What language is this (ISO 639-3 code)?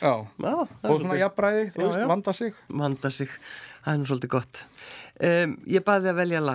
isl